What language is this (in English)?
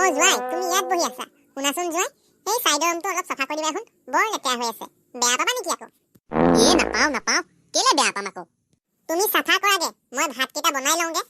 Assamese